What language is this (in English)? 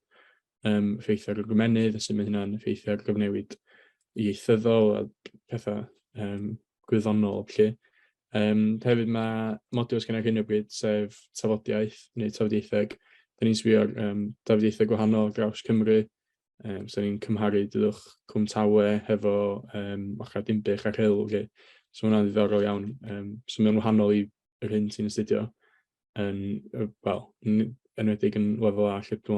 Welsh